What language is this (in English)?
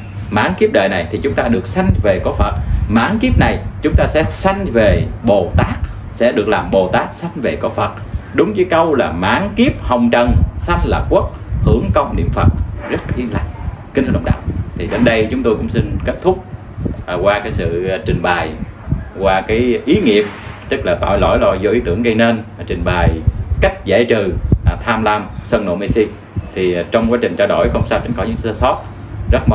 Vietnamese